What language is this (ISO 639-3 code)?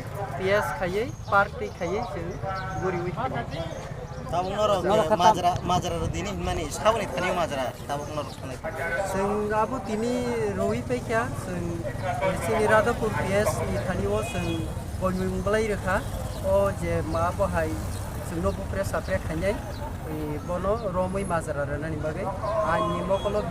trp